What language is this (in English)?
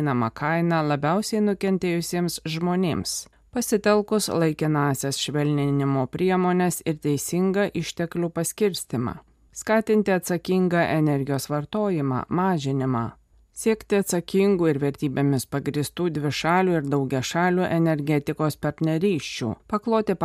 Lithuanian